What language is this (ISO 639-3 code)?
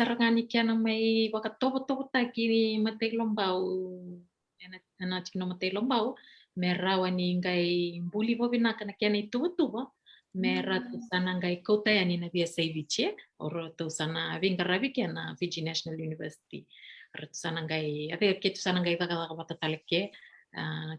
fij